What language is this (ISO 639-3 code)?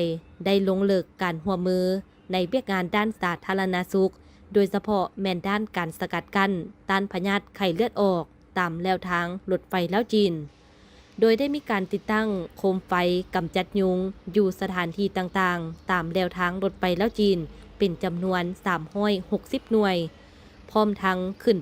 lao